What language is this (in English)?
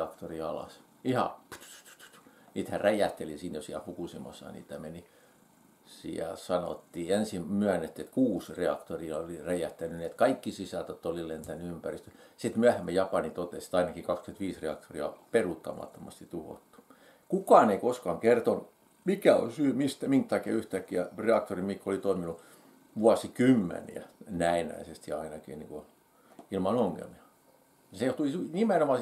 Finnish